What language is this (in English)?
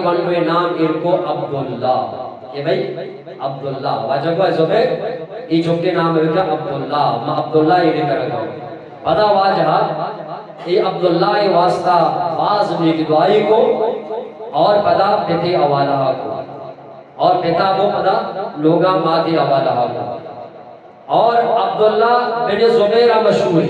Eastern Balochi